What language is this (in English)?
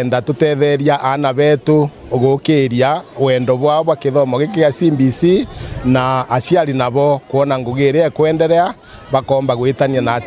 Meru